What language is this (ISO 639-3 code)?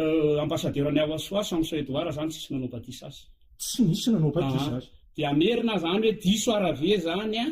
mlg